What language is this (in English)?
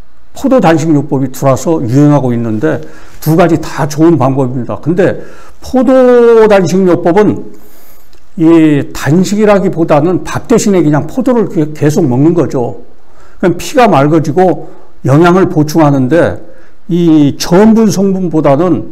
Korean